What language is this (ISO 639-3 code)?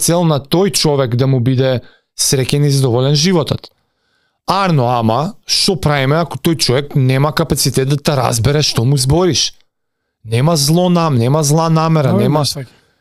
mkd